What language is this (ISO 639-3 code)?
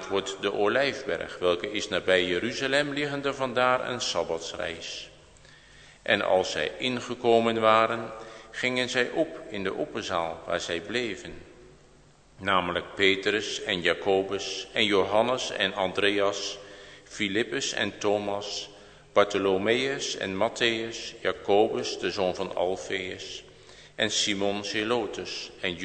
nld